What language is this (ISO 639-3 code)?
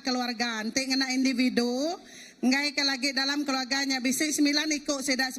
iba